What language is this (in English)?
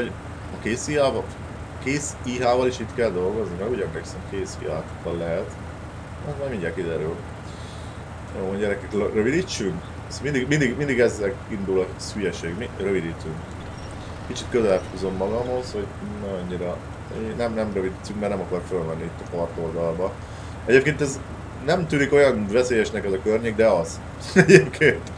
Hungarian